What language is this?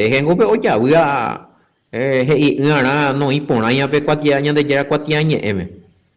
Guarani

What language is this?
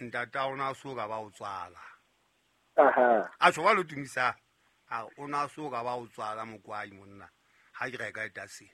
Southern Sotho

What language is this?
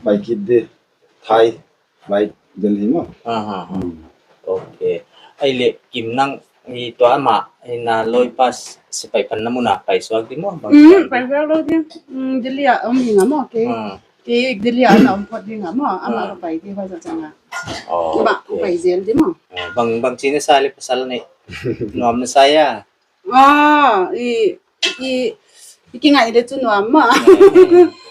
Paite Chin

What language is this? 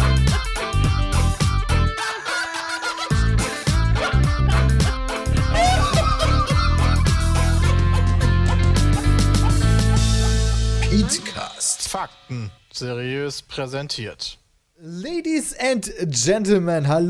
German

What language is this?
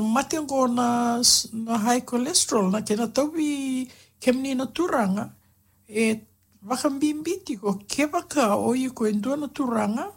Fijian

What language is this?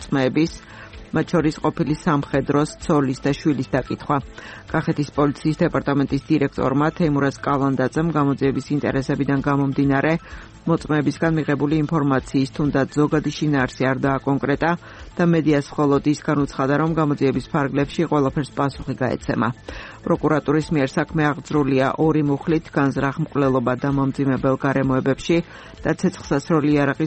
Georgian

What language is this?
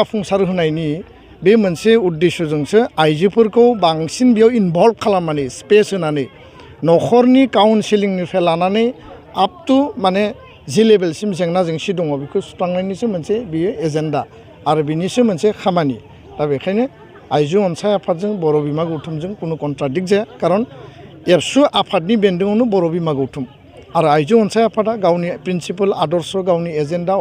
Bodo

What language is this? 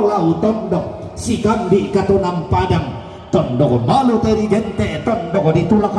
Toraja-Sa'dan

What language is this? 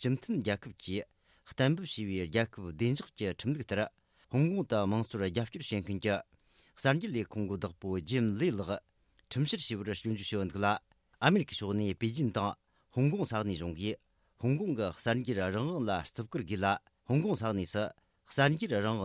Tibetan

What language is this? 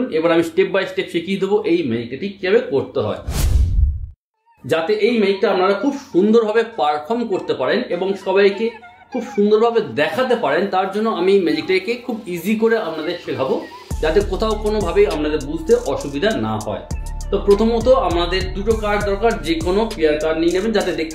Bangla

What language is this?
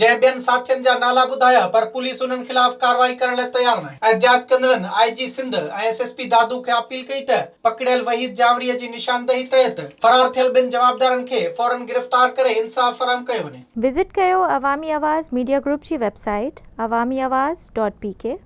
Sindhi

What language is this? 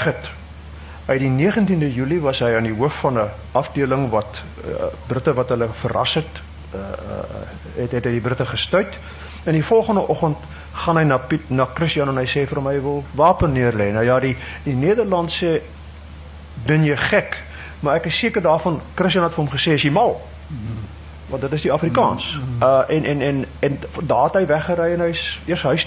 Afrikaans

